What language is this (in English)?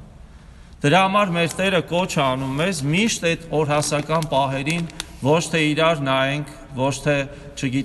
Armenian